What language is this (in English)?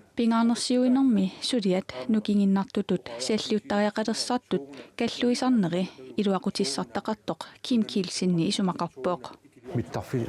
Kalaallisut